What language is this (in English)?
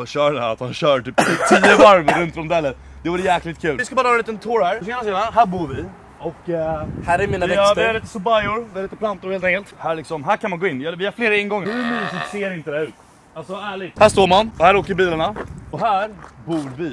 Swedish